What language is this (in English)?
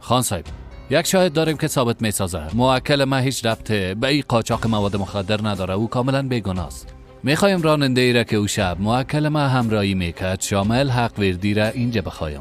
Persian